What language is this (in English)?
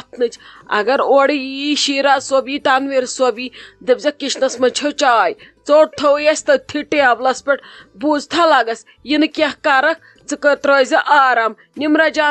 Kashmiri